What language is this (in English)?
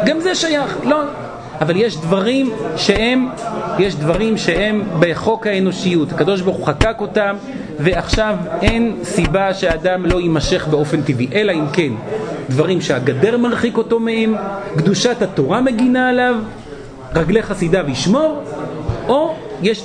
Hebrew